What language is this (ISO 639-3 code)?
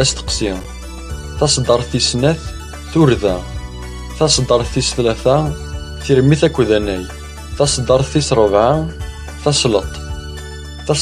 kab